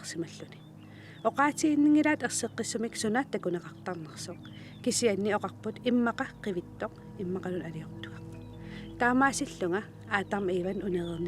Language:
Kalaallisut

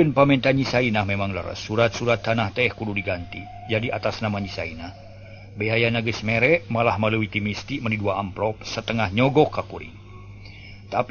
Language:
Sundanese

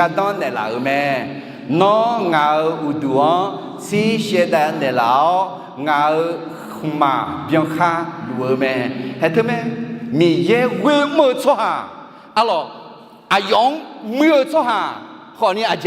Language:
Akha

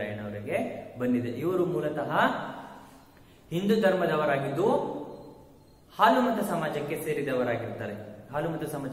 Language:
Kannada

